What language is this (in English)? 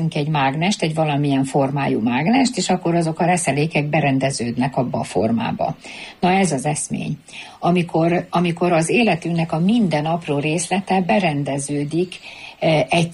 Hungarian